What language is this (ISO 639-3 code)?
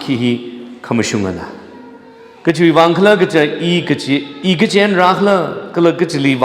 nmf